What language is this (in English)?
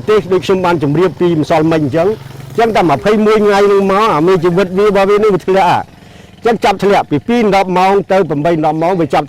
Khmer